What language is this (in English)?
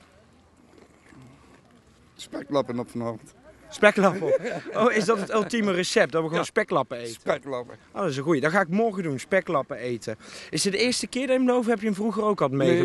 Dutch